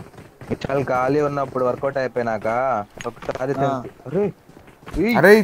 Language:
Telugu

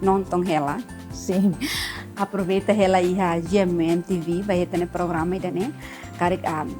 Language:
Tetum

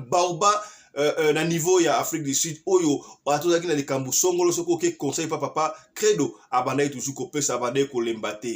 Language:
Lingala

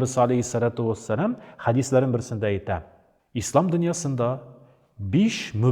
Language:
Tatar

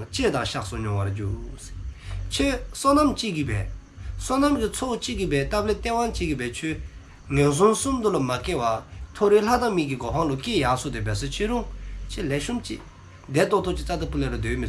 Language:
Dzongkha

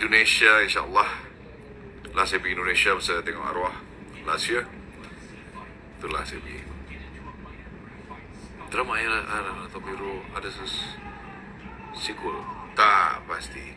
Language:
Malay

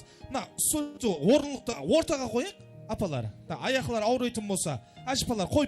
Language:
Kara-Kalpak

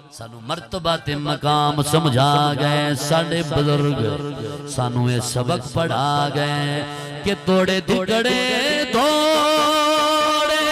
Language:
Saraiki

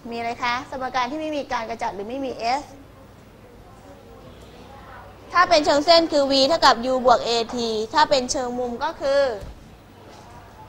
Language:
Thai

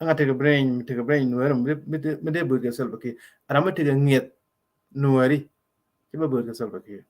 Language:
Nuer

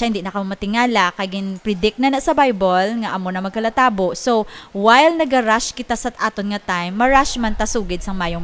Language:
Hiligaynon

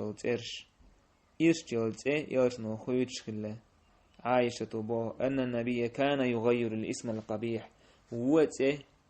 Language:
Chechen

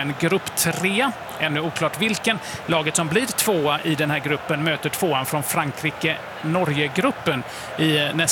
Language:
Swedish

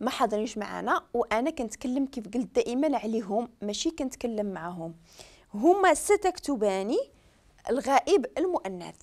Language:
Moroccan Arabic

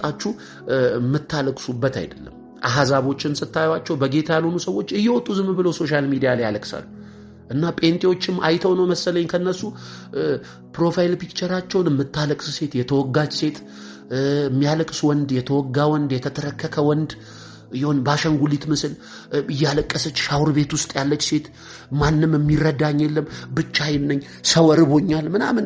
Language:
Amharic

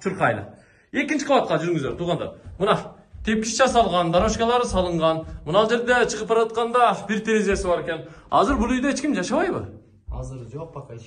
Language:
Kyrgyz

